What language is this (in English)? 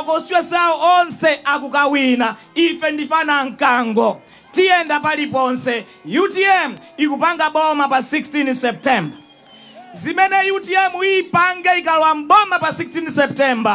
Nyanja